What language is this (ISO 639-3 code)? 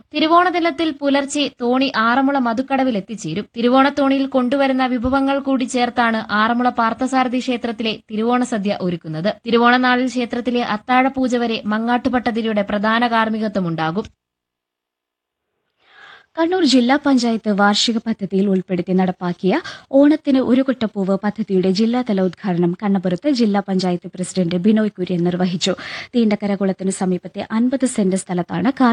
mal